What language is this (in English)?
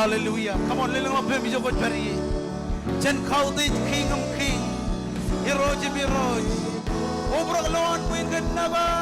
Marshallese